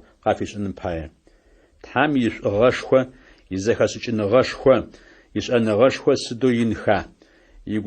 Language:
Adyghe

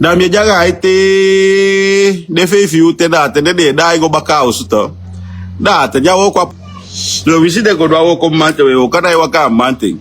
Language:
Sranan Tongo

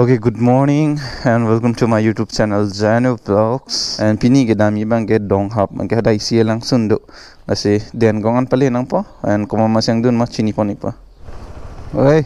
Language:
Karbi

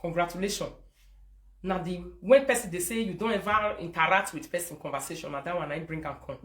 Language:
Nigerian Pidgin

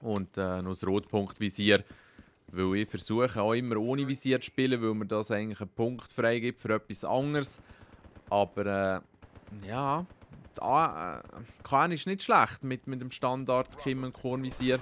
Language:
Swiss German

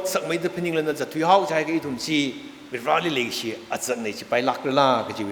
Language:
Tangkhul Naga (India)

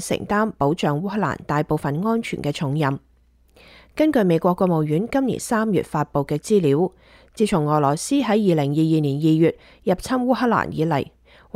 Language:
Cantonese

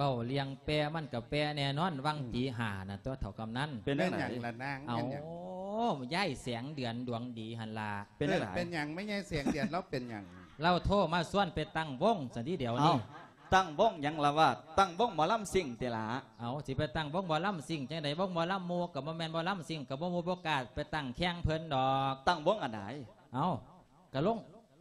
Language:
Lao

